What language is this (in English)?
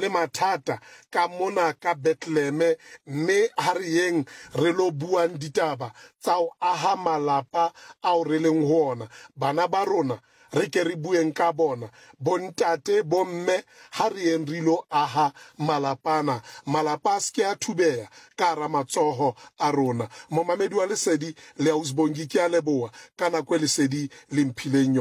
Southern Sotho